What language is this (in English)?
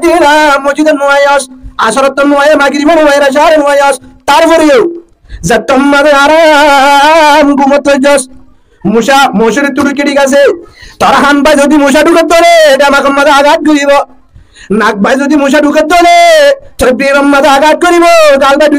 Rohingya